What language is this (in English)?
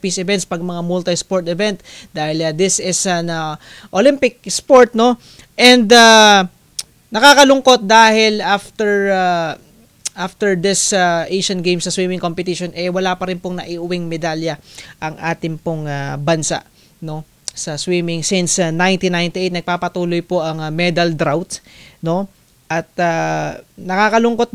Filipino